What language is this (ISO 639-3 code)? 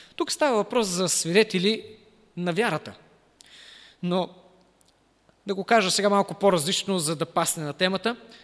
bul